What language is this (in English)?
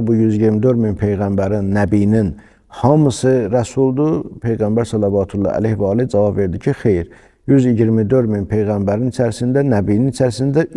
Azerbaijani